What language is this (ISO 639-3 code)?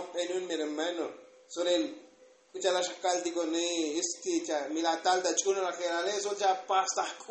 tzo